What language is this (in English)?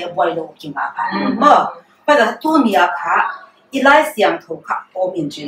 Paite Chin